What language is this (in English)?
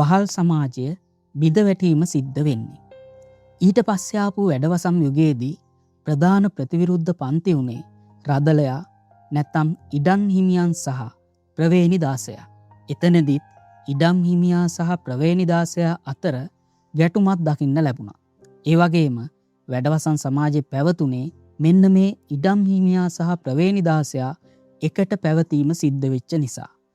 Sinhala